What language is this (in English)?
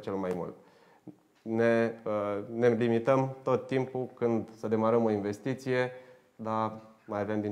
Romanian